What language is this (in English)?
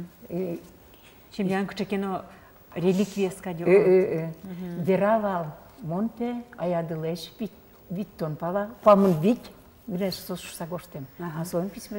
Udmurt